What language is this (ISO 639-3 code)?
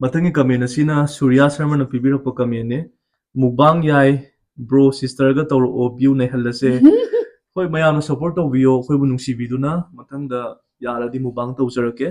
mni